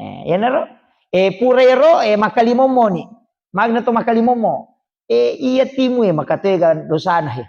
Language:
Buginese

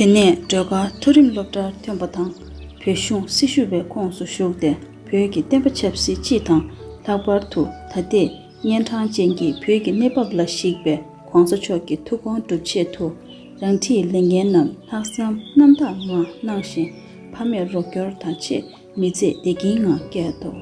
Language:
Tibetan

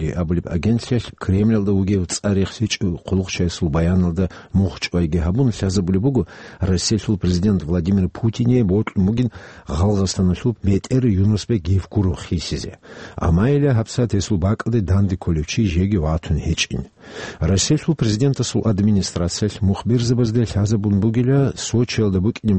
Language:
Avaric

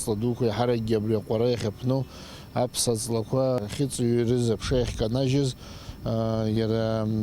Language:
Abkhazian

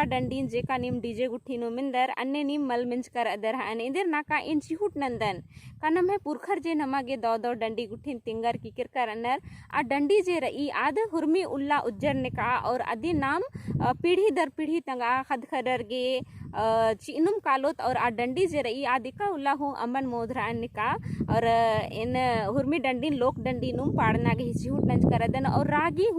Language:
Kurukh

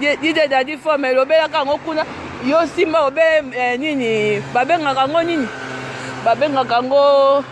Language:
Lingala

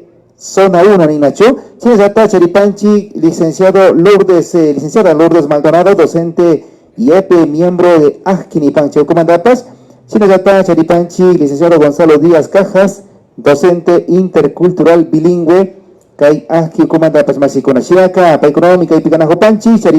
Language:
Imbabura Highland Quichua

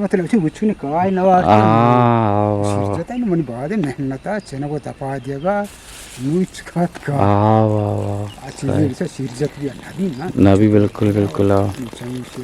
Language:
Eastern Balochi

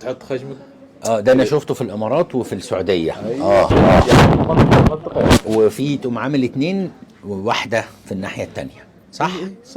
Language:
Egyptian Arabic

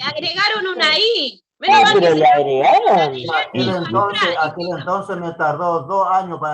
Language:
Guarani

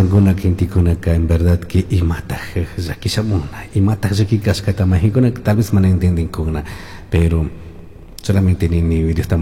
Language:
Chimborazo Highland Quichua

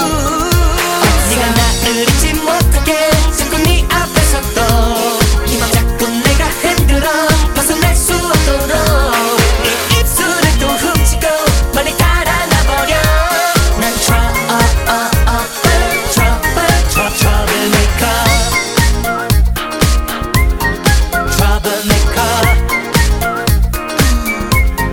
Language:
Korean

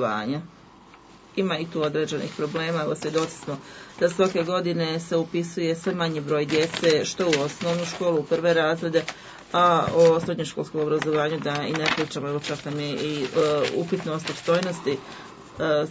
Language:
Bosnian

